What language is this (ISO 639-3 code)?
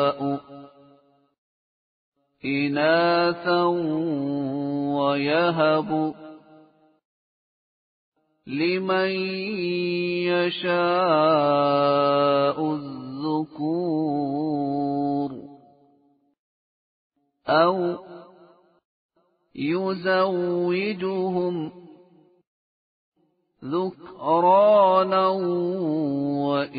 ara